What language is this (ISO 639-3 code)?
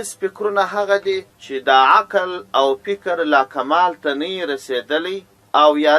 pus